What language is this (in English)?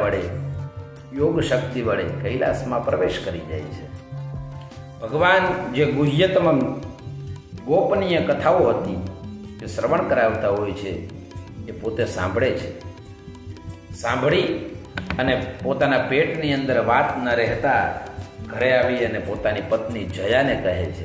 Gujarati